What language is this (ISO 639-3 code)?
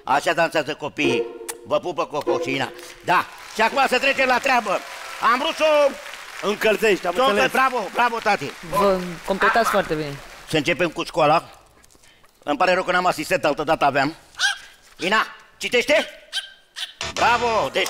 ron